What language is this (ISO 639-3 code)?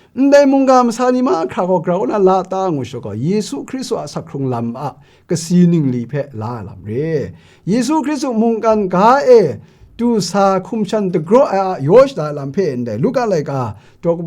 kac